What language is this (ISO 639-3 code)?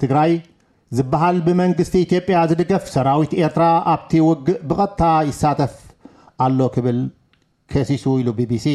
tir